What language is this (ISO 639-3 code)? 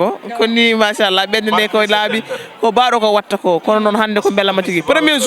ful